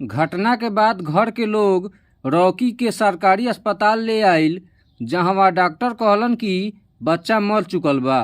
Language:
Bhojpuri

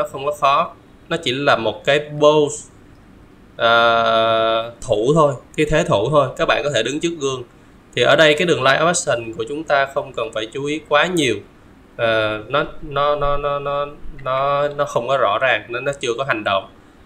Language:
Vietnamese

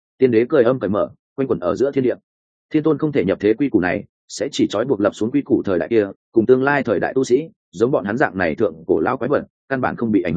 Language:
Vietnamese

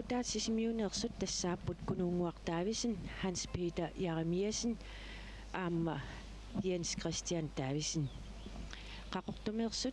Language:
Kalaallisut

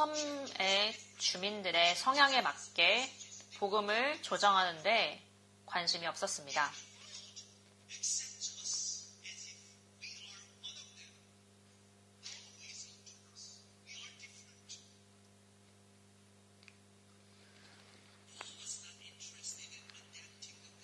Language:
Korean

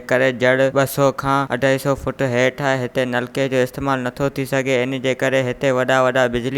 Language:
Sindhi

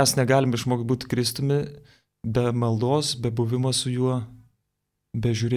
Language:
Lithuanian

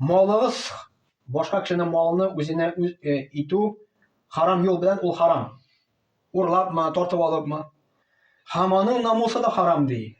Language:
Tatar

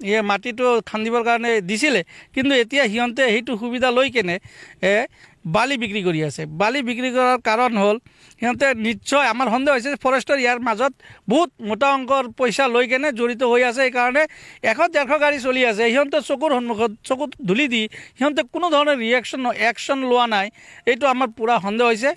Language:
Assamese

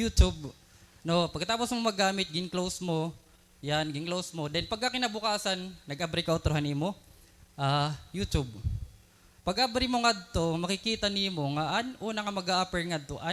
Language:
Waray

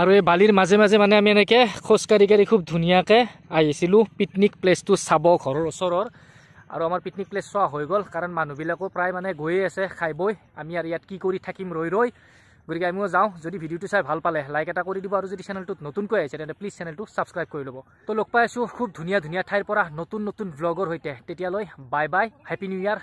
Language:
Assamese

